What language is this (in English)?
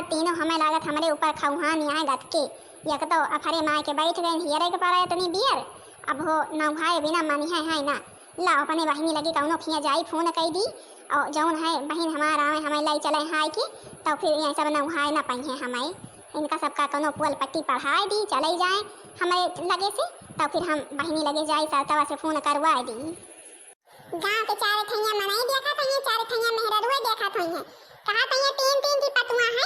Awadhi